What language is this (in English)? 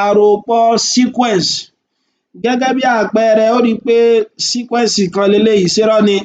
Yoruba